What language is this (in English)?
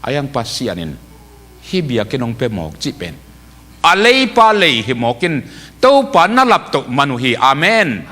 Tedim Chin